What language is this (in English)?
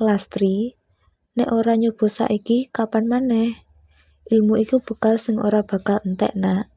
Javanese